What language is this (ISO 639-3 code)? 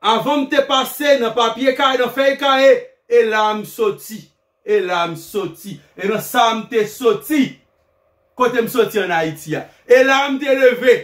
hat